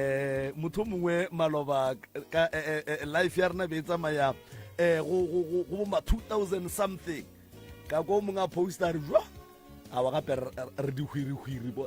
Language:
Northern Sotho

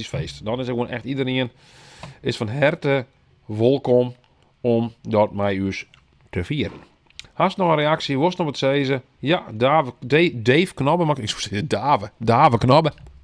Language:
Western Frisian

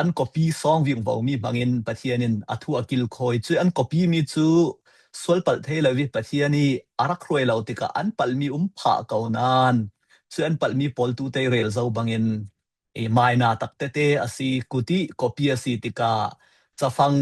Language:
Falam Chin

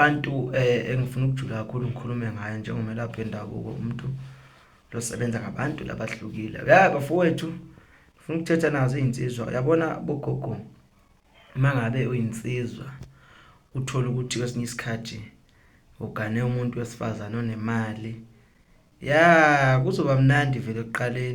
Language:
Zulu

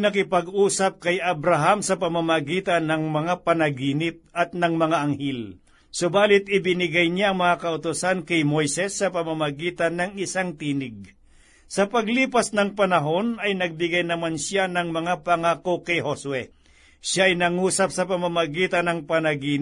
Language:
Filipino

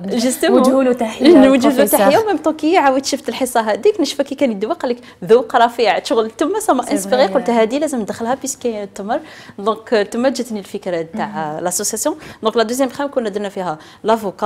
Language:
Algerian Arabic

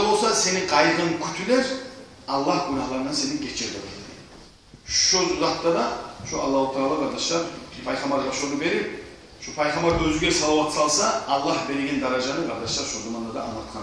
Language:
Kumyk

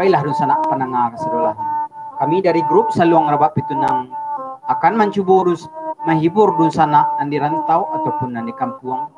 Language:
Minangkabau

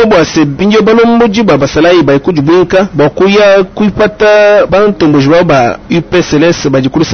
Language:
Luba-Lulua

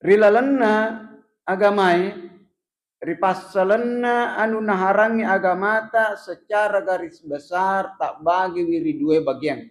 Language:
Buginese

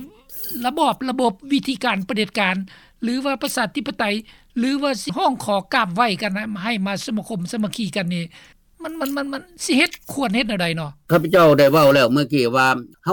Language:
Lao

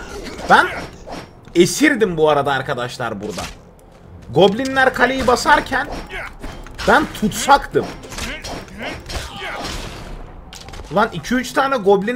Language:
Turkish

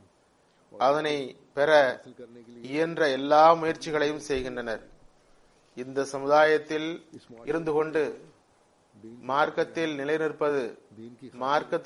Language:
Tamil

